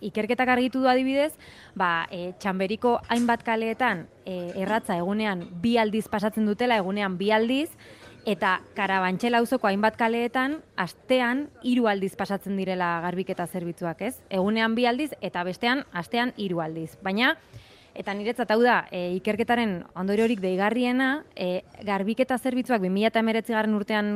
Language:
Basque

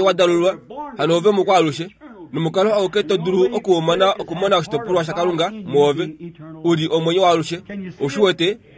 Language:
Kuanyama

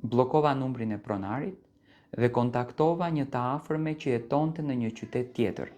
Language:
Albanian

